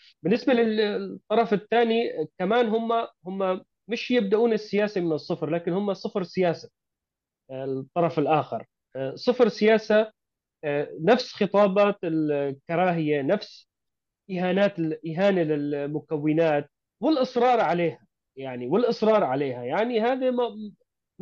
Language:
North Levantine Arabic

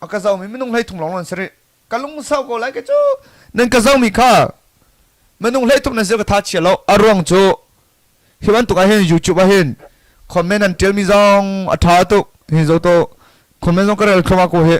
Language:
Hakha Chin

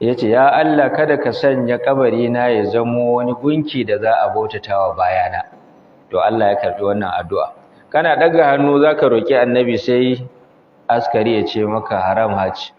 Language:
Hausa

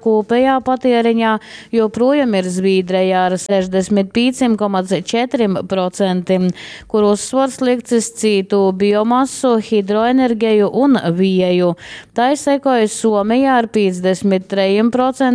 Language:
Latgalian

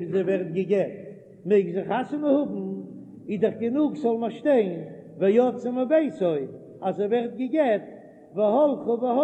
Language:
Yiddish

